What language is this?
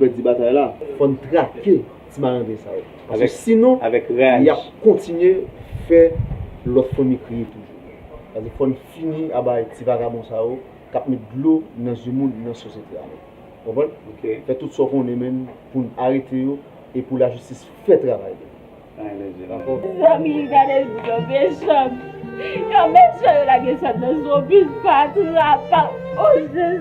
Haitian Creole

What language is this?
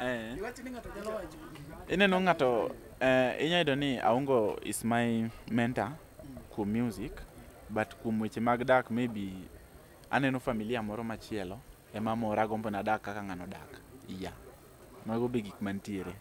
Luo (Kenya and Tanzania)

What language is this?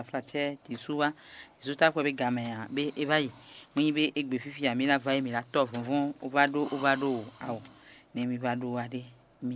Fon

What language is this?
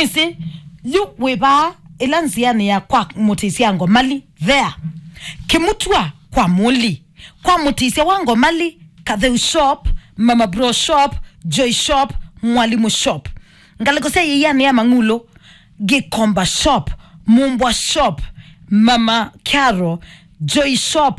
Kamba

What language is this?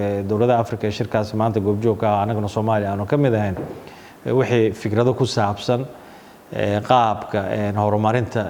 Somali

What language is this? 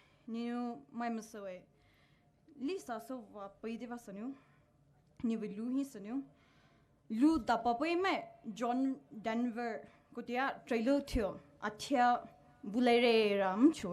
Poumei Naga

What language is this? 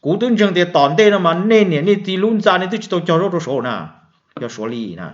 Hmong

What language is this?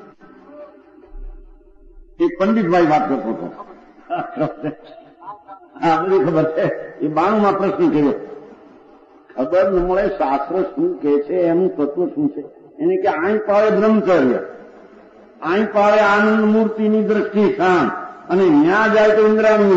Gujarati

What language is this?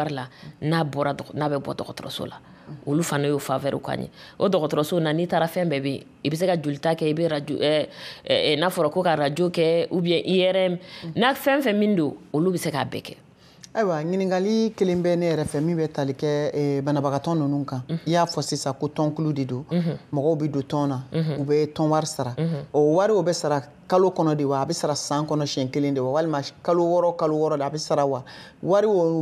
Bambara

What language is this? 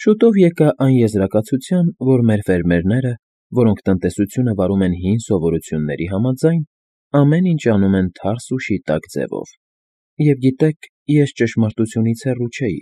Armenian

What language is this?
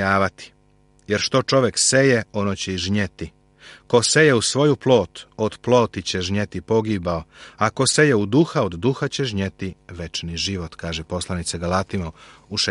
Serbian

